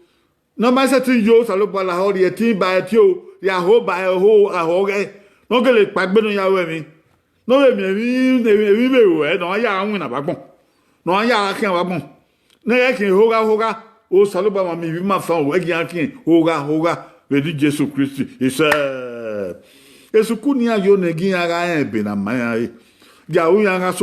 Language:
Bini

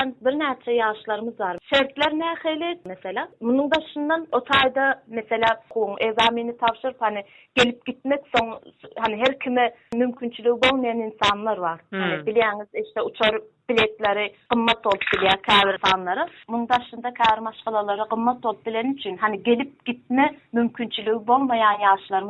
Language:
Turkmen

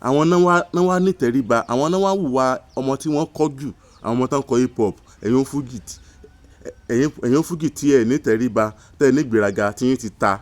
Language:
Yoruba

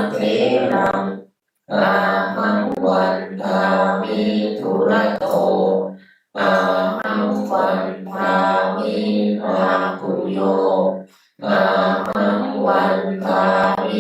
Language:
Pali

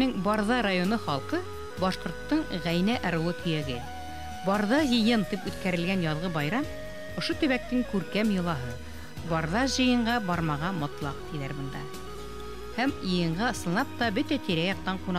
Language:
Bashkir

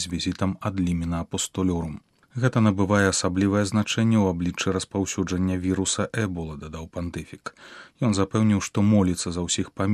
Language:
Belarusian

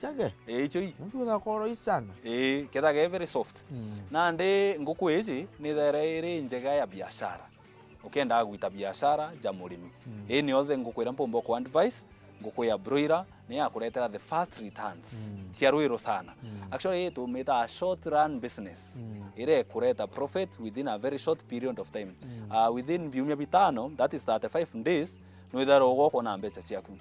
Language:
Meru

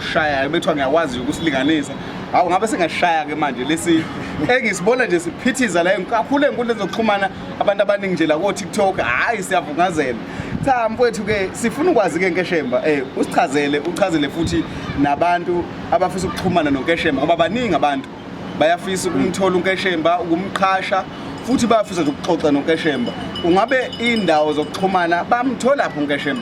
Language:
Zulu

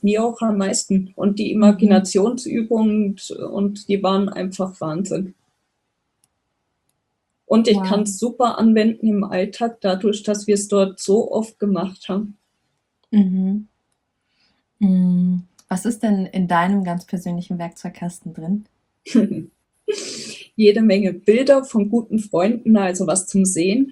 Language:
German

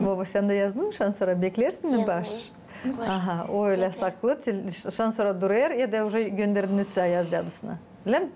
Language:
Gagauz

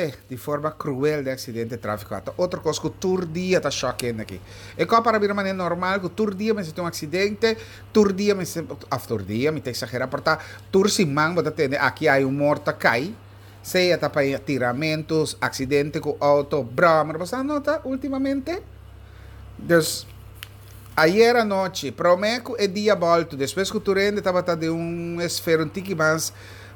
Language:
Papiamento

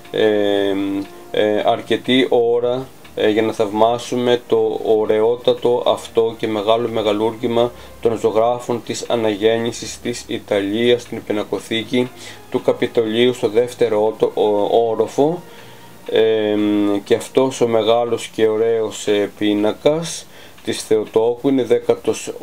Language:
Greek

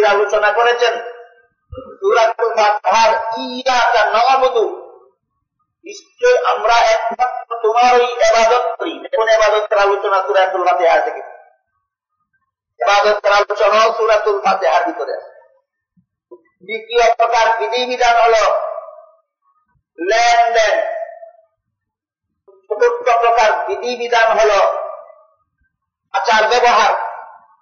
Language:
Bangla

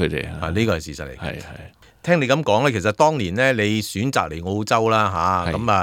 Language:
Cantonese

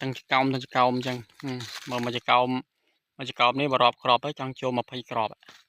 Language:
Khmer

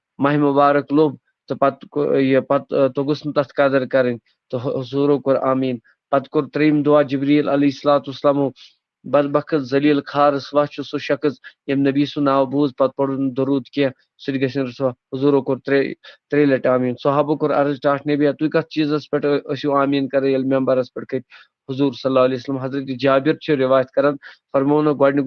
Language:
Kashmiri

